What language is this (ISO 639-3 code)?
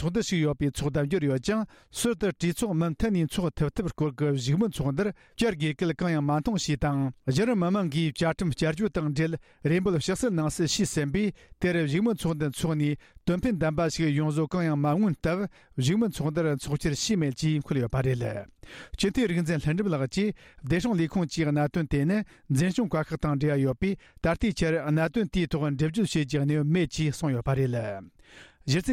bod